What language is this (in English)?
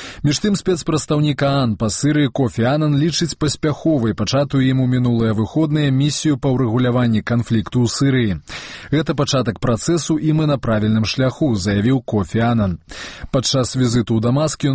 Belarusian